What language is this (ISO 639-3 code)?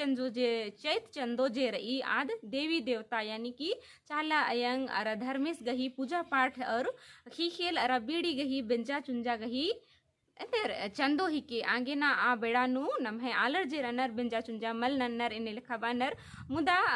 kru